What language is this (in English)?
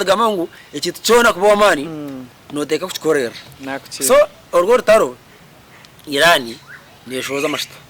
Nyankole